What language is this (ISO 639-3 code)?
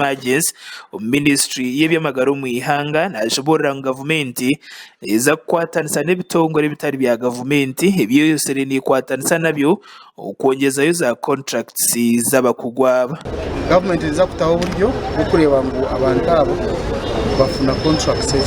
nyn